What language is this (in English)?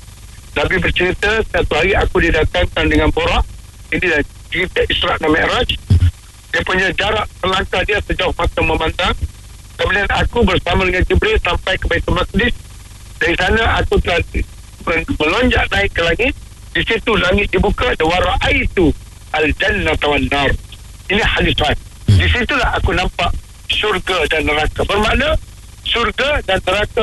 Malay